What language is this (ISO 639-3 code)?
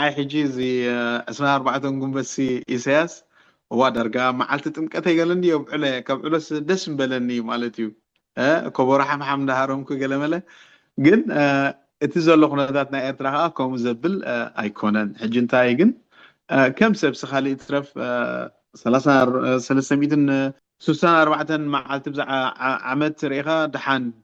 tir